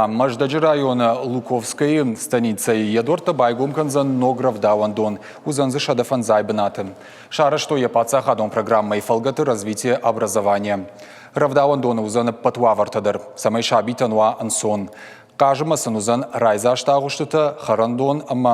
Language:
Ossetic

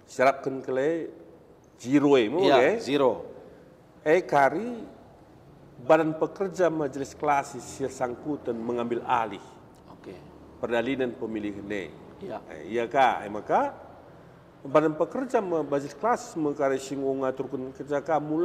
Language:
Batak Karo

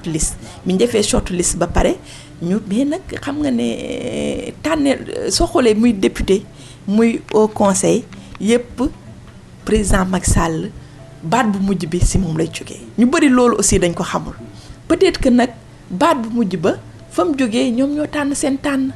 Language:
Wolof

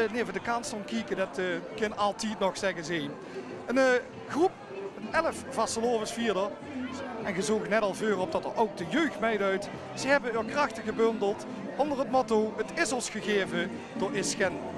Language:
Limburgish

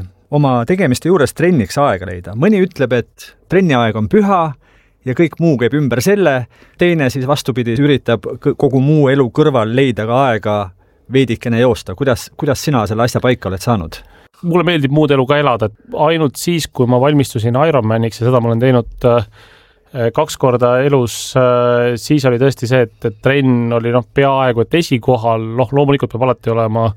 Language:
Estonian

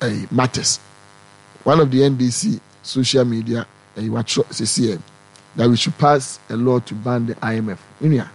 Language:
Akan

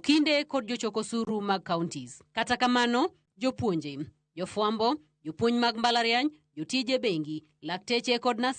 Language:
Luo (Kenya and Tanzania)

